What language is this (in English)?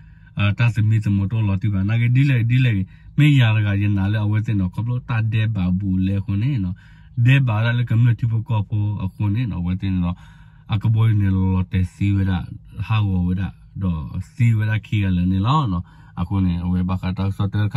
S'gaw Karen